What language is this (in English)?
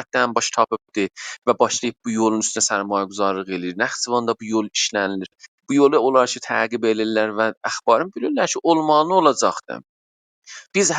South Azerbaijani